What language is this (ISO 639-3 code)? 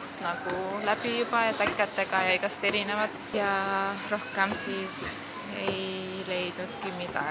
est